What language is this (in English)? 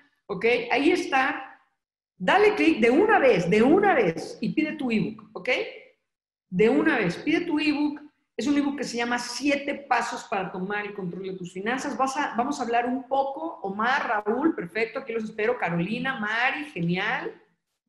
Spanish